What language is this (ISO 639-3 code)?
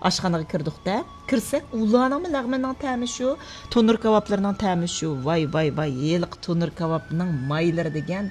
uig